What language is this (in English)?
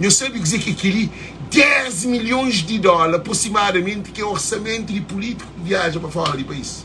Kabuverdianu